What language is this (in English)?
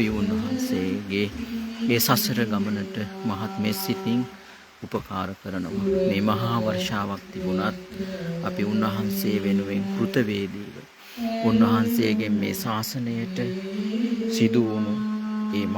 Sinhala